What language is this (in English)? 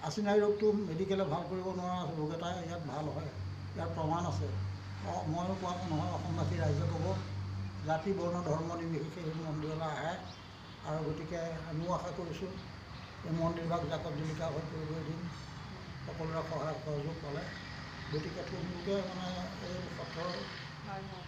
Assamese